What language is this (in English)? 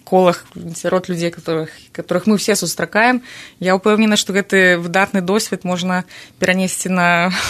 Belarusian